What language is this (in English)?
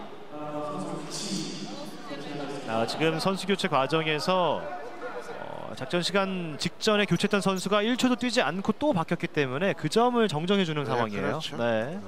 Korean